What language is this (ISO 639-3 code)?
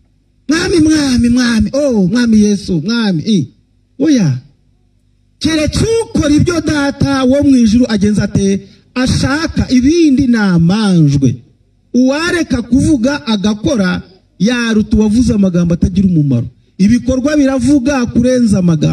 kin